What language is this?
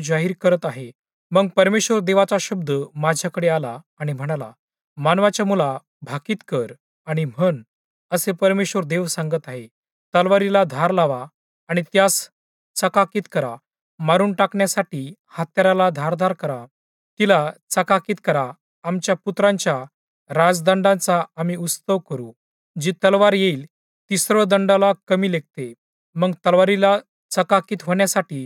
Marathi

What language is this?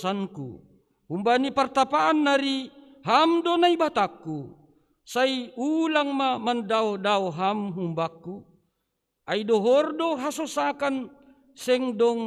Batak Simalungun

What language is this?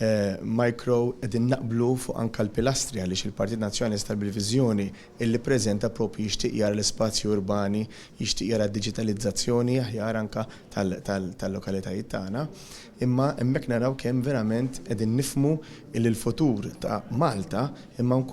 Maltese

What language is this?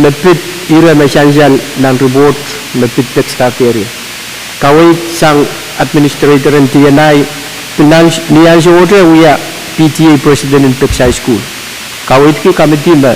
Pohnpeian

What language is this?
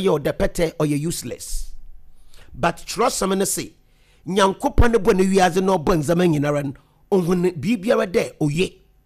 Akan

